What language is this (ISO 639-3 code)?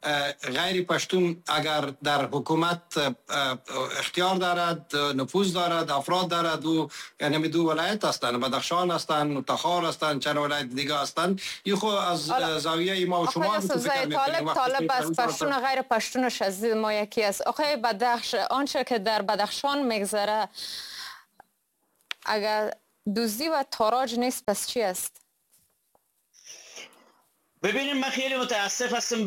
fas